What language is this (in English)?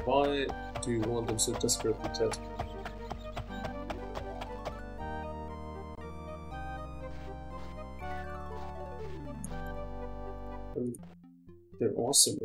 English